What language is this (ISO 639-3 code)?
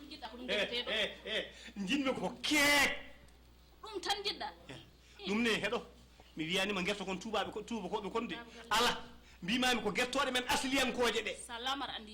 ful